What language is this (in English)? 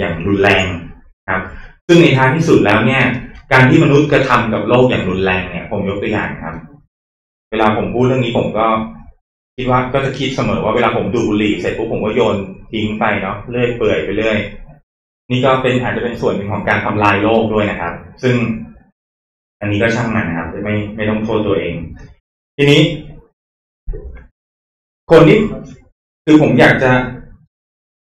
Thai